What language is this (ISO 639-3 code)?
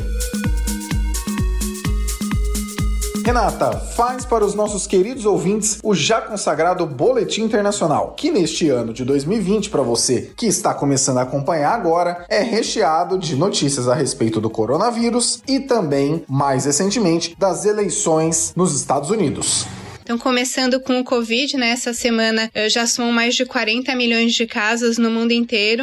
por